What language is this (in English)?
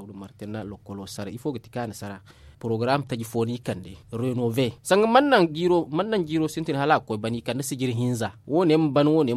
Zarma